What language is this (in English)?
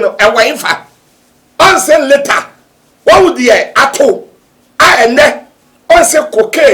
Akan